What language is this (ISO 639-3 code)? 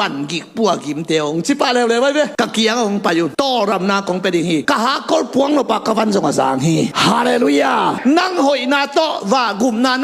ctd